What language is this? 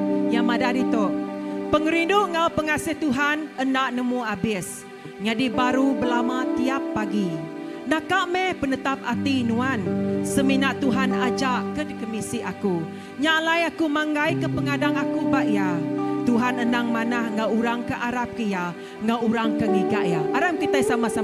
Iban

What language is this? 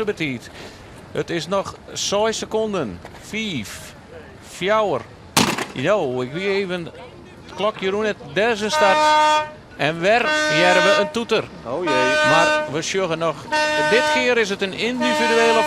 Western Frisian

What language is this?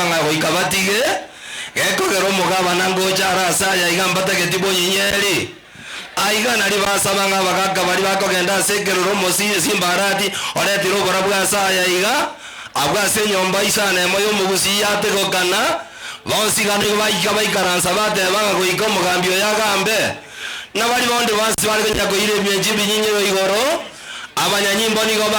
Gusii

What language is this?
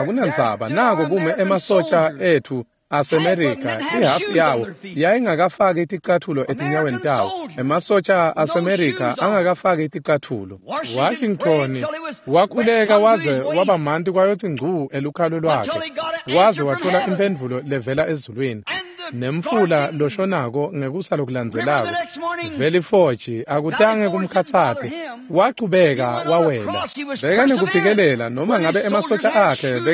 Swati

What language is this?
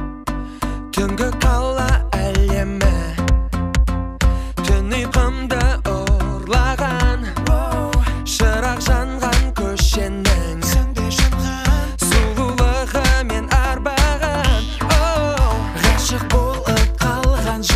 Kazakh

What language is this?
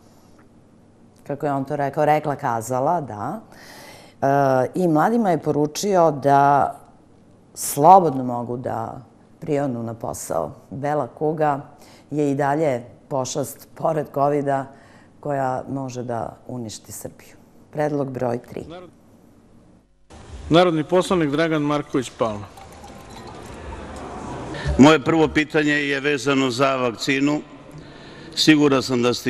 Serbian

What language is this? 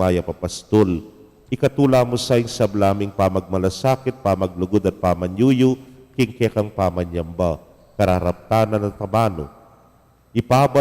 Pampanga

